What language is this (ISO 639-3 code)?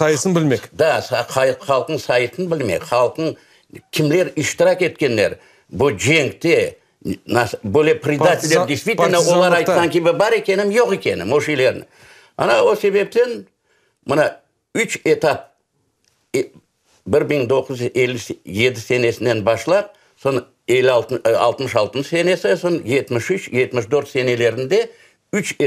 crh